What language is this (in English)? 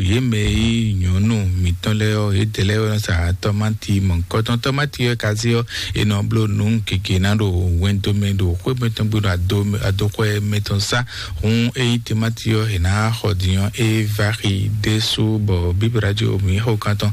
Fon